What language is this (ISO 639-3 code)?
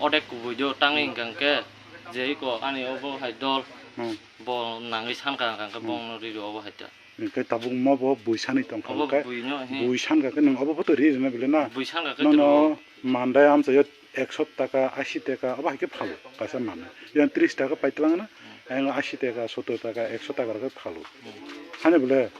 trp